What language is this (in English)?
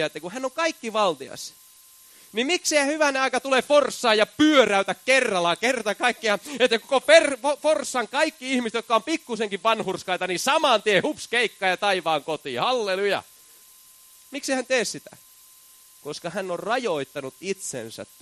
Finnish